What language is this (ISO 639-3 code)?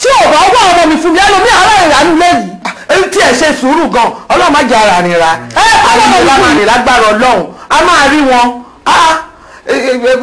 yor